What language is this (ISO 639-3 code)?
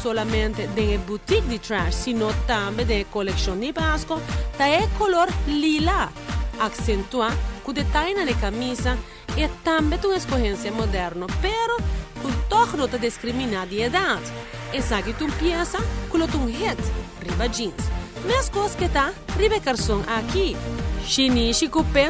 pap